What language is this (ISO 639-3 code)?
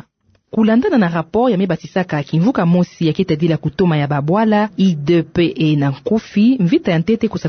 ktu